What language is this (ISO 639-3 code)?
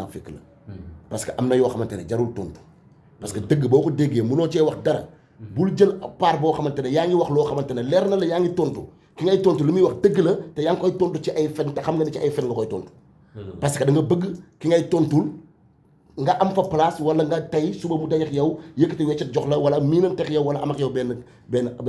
wol